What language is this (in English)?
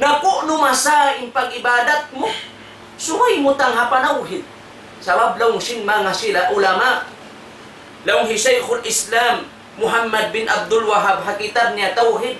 Tausug